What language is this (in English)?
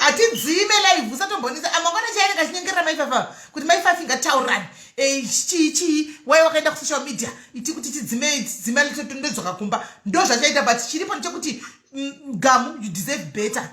Shona